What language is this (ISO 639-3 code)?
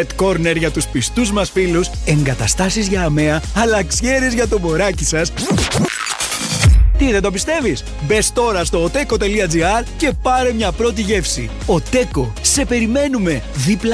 ell